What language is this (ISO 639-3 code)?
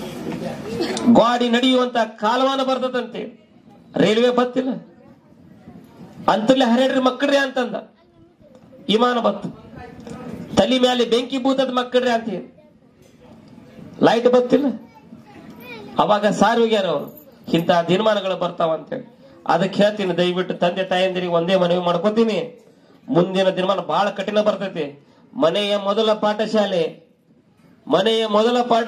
kan